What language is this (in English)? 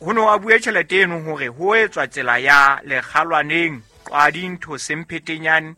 Southern Sotho